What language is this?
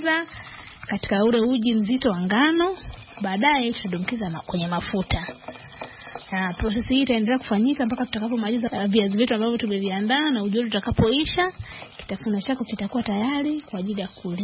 Swahili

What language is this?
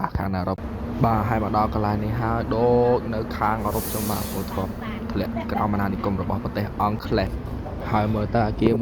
Khmer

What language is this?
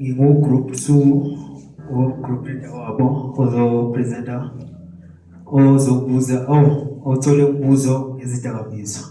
Zulu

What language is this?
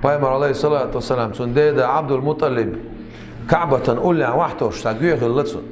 Chechen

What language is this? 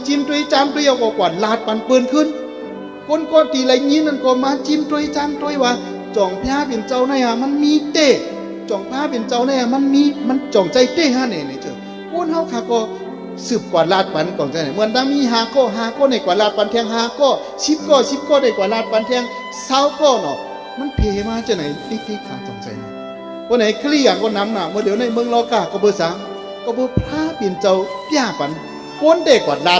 Shan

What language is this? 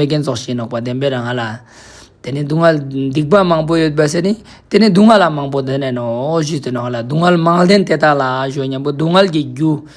Ladakhi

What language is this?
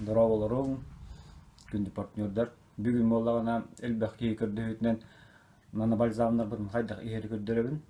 Yakut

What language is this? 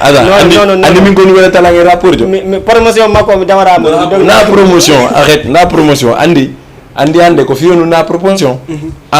Fula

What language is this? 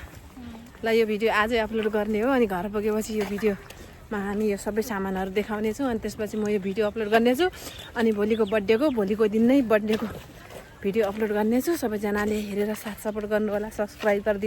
Nepali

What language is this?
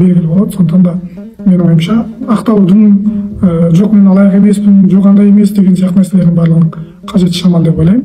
Kazakh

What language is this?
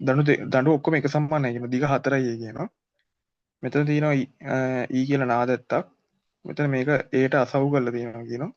Sinhala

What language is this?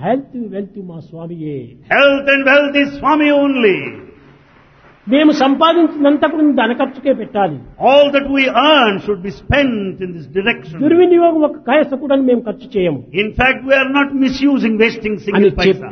Telugu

